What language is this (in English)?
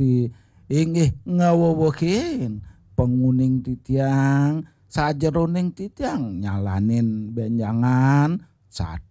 Balinese